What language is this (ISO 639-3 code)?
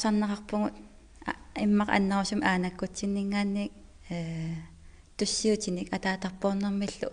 kal